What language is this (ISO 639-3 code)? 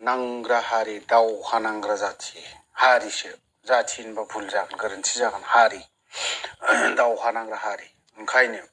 brx